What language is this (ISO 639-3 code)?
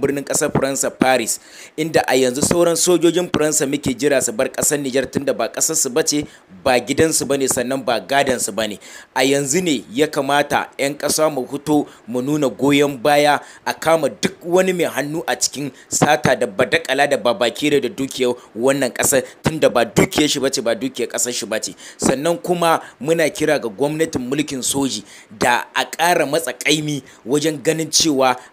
hau